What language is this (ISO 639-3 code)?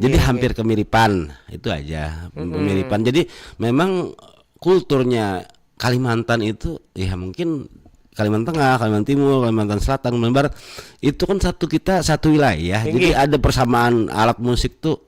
bjn